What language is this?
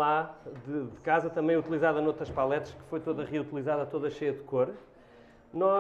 Portuguese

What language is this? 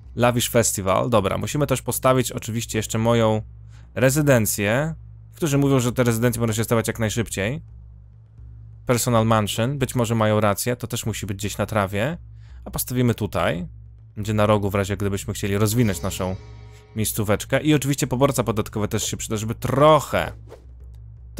Polish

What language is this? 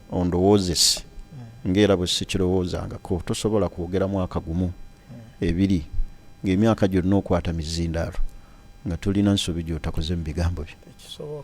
Ganda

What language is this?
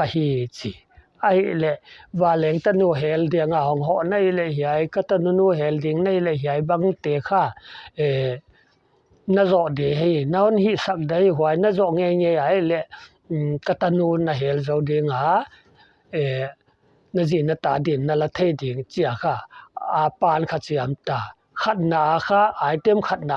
Paite Chin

